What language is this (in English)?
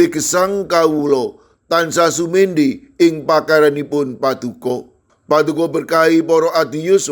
Javanese